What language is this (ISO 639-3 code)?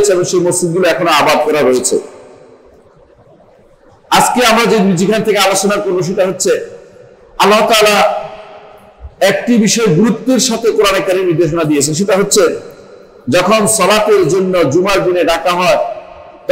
ben